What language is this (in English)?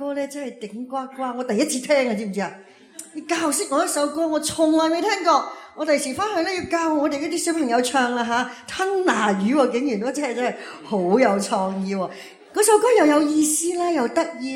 Cantonese